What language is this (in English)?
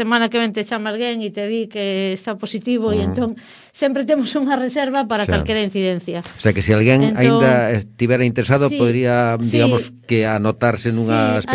Galician